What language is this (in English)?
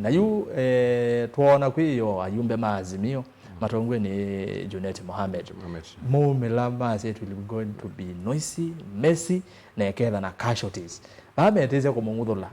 Kamba